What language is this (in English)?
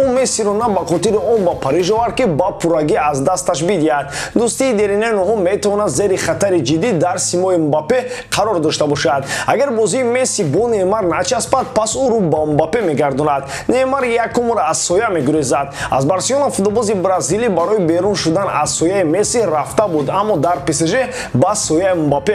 Tajik